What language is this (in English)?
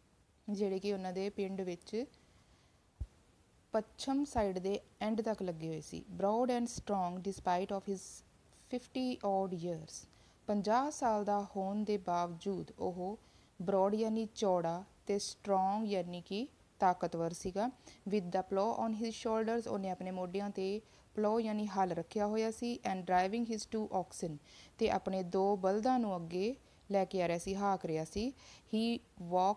Punjabi